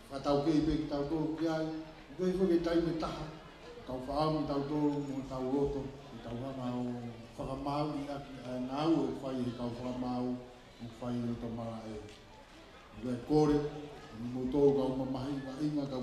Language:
Tongan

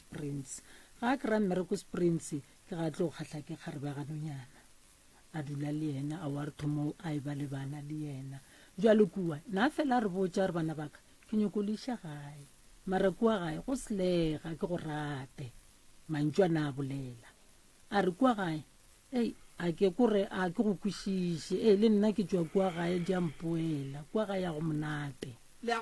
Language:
Northern Sotho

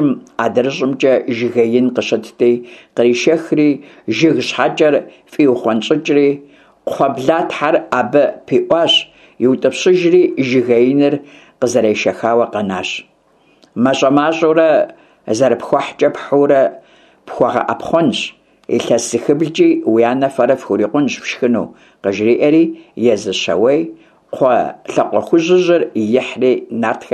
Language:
Kabardian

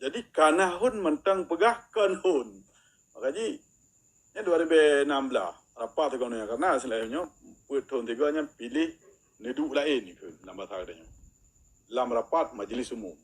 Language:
Achinese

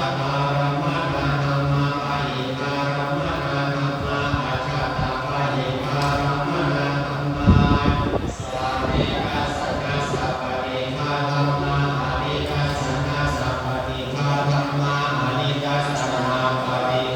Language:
Pali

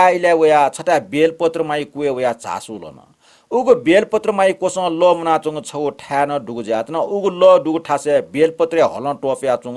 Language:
Newari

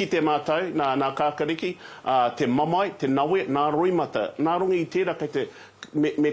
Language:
Māori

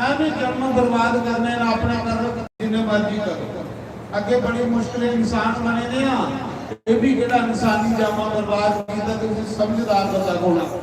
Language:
Dogri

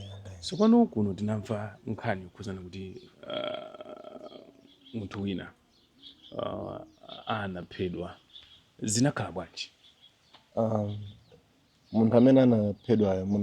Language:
Nyanja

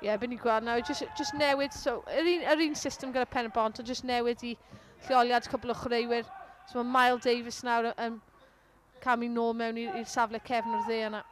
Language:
Welsh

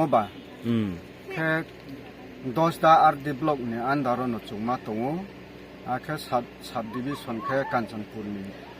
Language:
Riang (India)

